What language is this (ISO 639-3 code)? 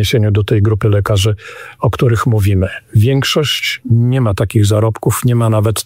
pol